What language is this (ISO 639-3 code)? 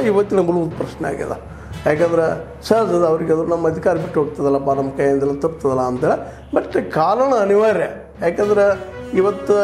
kan